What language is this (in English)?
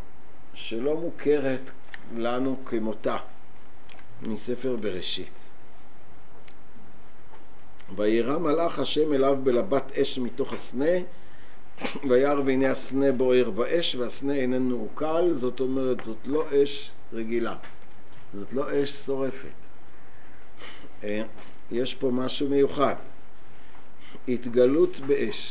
Hebrew